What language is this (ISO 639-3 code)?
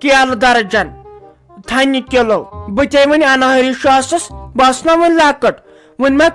kas